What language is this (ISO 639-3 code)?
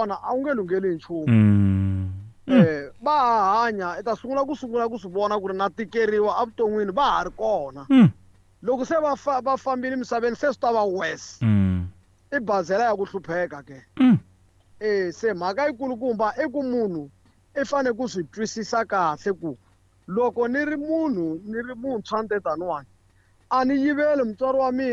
tso